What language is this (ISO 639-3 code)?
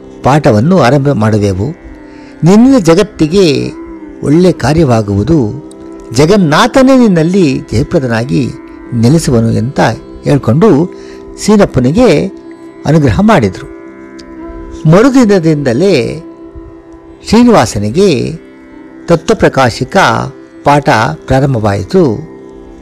kan